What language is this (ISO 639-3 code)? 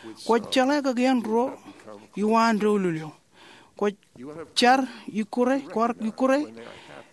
mah